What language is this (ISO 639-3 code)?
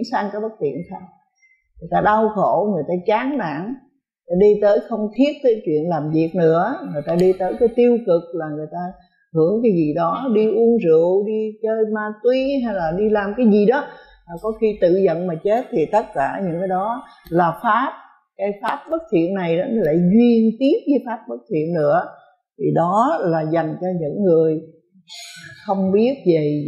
vie